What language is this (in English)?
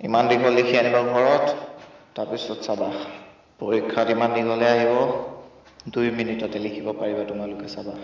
Assamese